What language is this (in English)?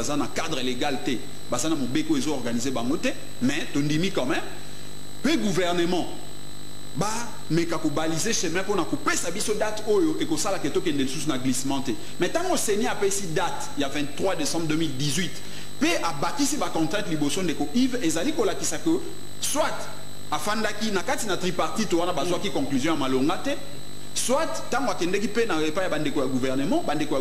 Lingala